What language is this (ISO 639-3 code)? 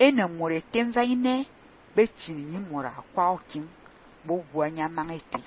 fan